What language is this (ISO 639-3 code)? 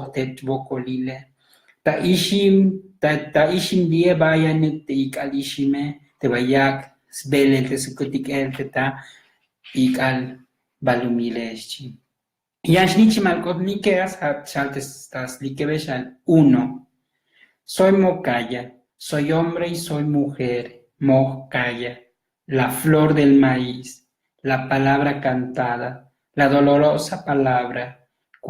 tzo